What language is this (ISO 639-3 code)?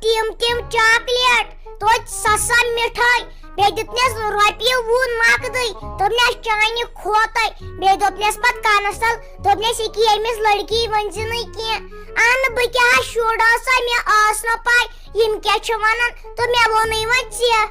kas